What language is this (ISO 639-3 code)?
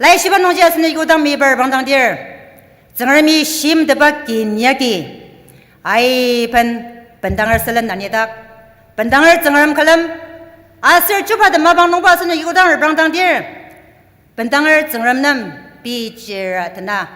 njo